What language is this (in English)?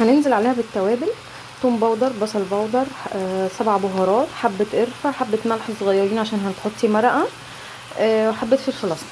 Egyptian Arabic